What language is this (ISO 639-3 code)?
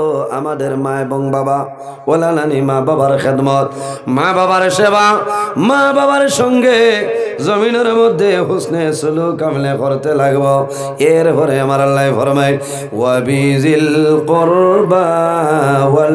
syl